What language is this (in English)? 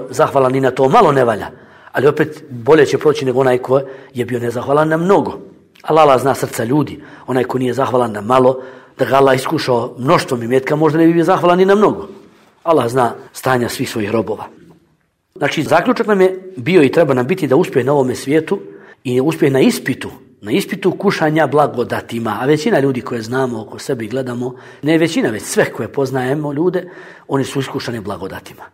Bosnian